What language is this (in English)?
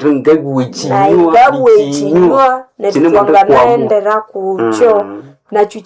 Nande